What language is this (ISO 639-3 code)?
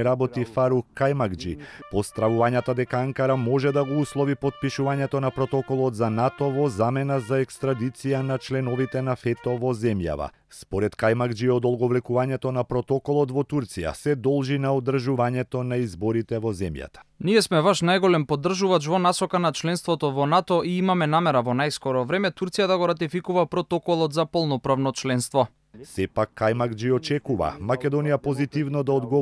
mkd